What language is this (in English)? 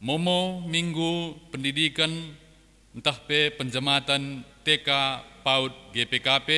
Batak Karo